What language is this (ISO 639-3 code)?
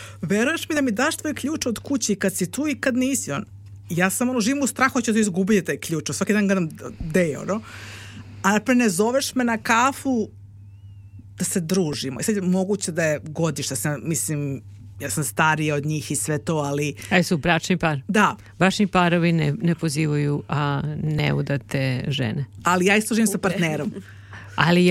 srp